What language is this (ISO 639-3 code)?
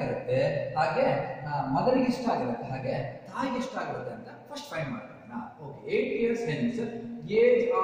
kan